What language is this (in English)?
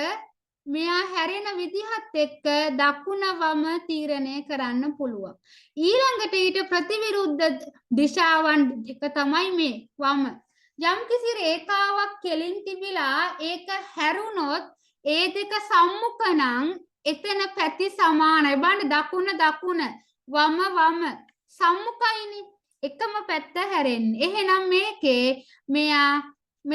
Sinhala